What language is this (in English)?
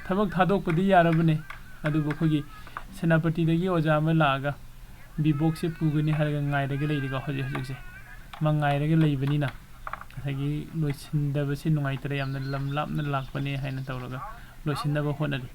Manipuri